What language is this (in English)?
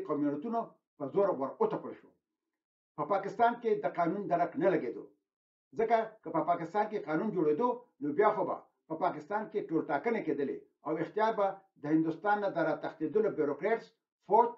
Pashto